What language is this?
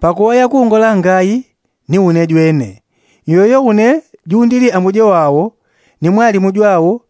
Yao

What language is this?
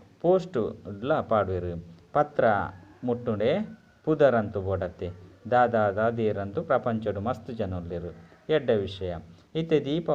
Tulu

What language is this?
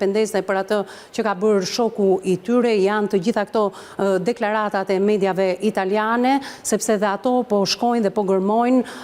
Albanian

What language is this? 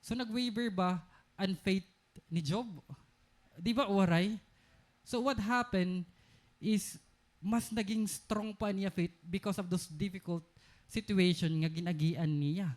Waray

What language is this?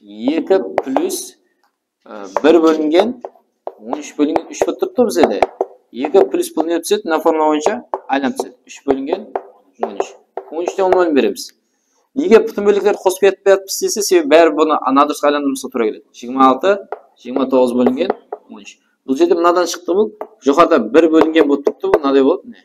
Kara-Kalpak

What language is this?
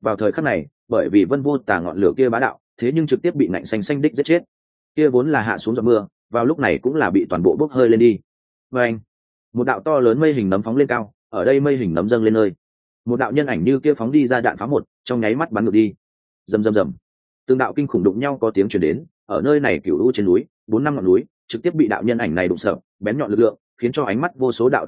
Vietnamese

